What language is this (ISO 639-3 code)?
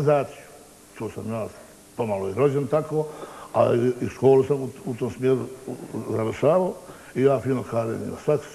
bos